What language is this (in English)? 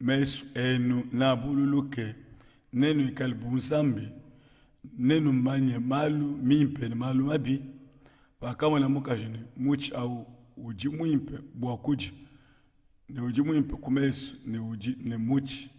Luba-Lulua